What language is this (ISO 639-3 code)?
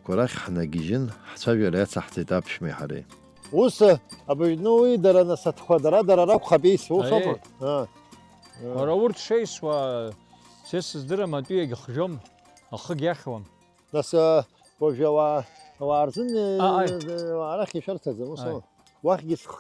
abk